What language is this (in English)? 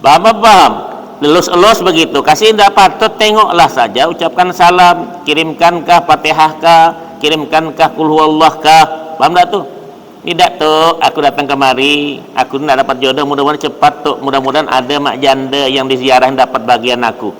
Banjar